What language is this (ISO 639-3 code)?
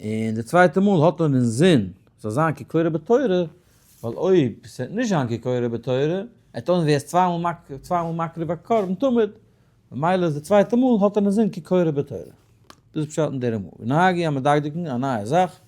yid